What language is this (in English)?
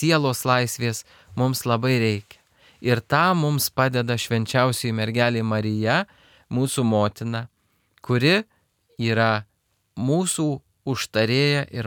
Lithuanian